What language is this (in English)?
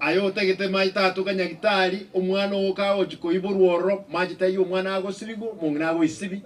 Gusii